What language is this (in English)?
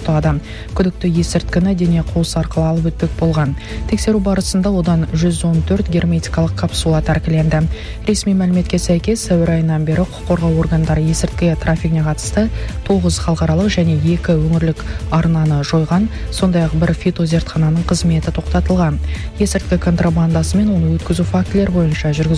Kazakh